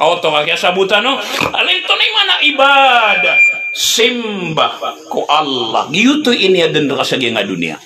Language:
Maranao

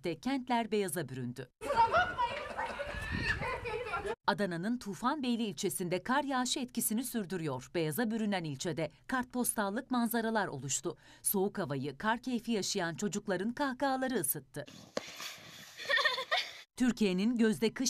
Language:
Turkish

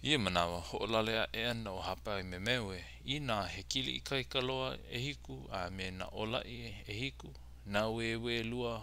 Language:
Hawaiian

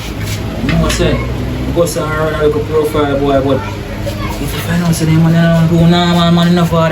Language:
Jamaican Creole English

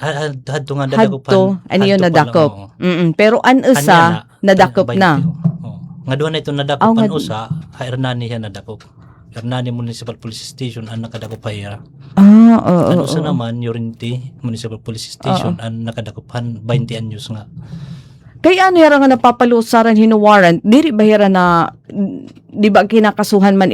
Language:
Waray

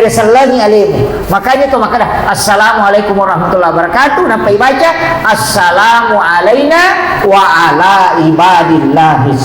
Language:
Buginese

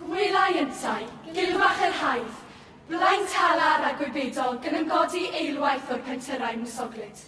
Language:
Welsh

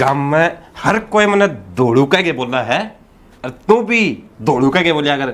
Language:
Haryanvi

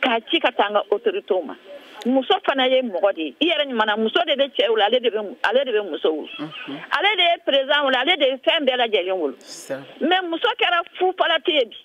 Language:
Bambara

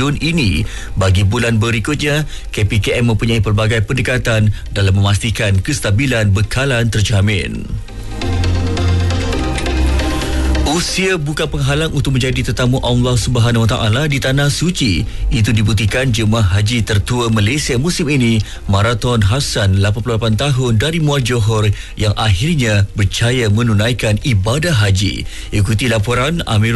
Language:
Malay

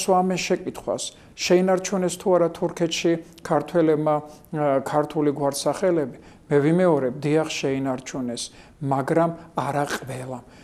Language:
Georgian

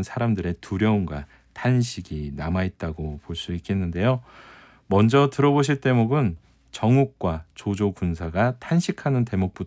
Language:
Korean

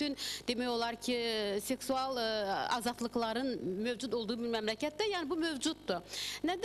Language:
Azerbaijani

